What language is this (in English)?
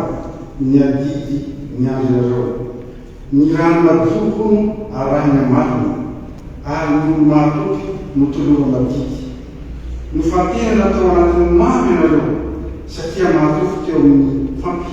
Malagasy